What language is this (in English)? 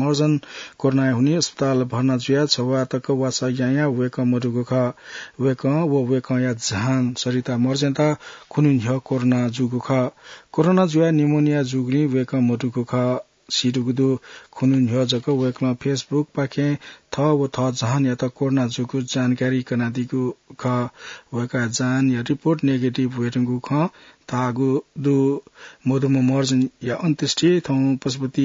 Newari